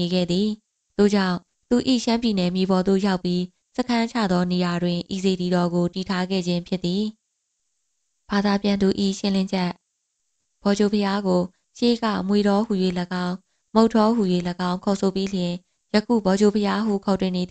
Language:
Burmese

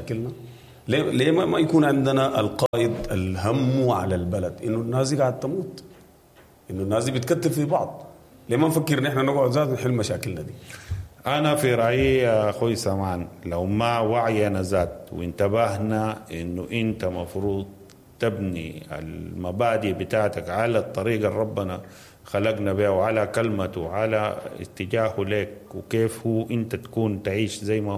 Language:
Sudanese Arabic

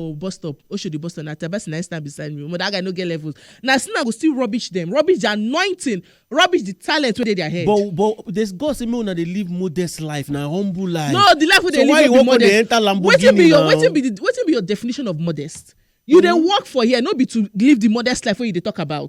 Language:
Nigerian Pidgin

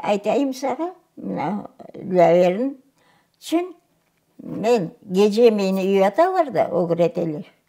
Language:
Crimean Tatar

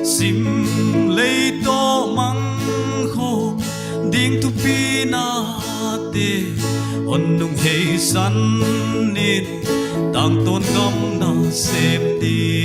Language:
Paite Chin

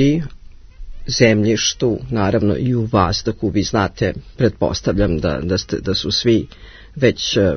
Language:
Serbian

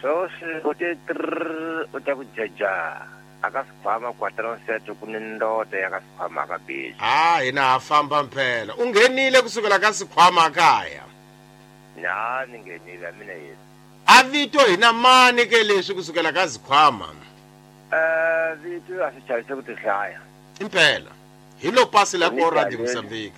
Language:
Tsonga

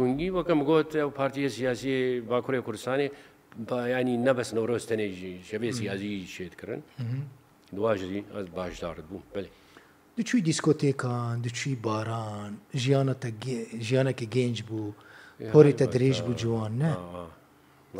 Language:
Kurdish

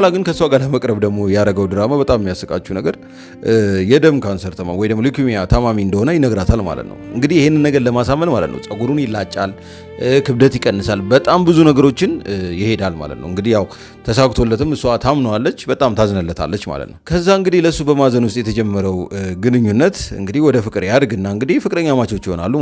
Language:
Amharic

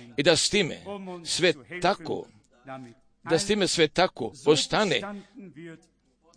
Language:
Croatian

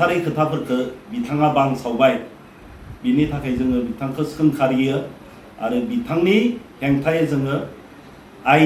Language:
Bodo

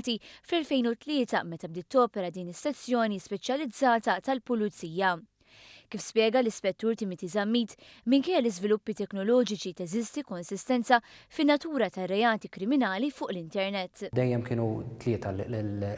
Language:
Maltese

